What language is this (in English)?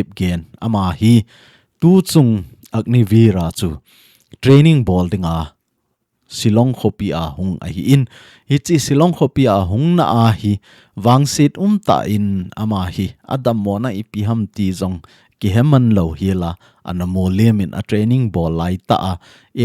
Thado Chin